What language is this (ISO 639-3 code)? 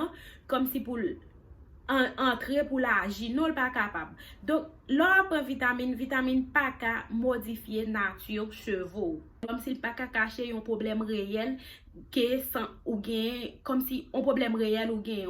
hat